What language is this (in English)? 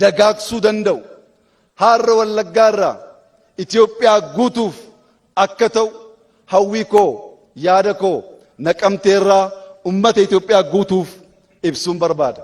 Oromo